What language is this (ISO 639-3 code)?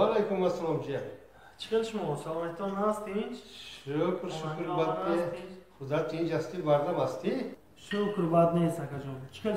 tgk